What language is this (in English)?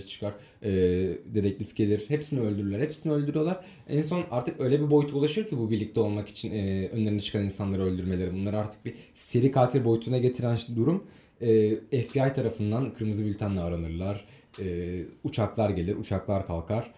Turkish